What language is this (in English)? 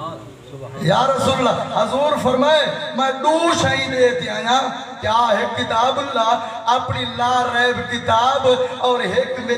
Saraiki